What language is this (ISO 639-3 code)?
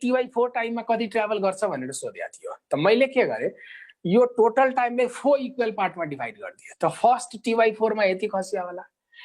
nep